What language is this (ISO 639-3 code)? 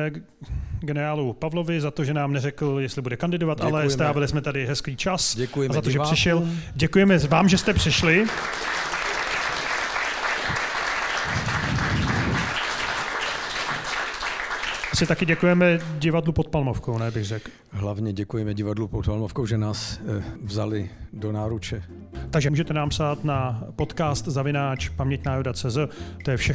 ces